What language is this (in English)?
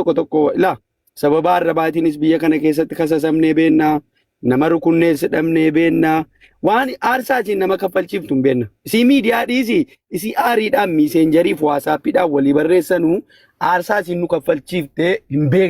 Oromo